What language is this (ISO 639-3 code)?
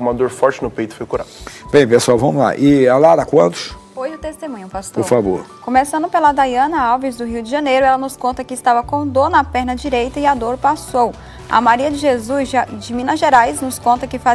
por